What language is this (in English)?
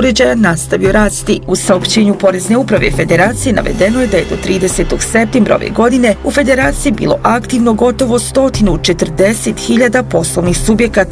Bosnian